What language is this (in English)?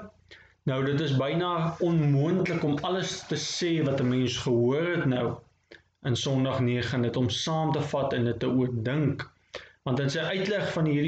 Afrikaans